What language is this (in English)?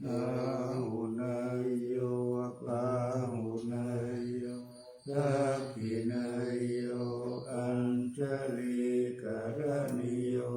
Pali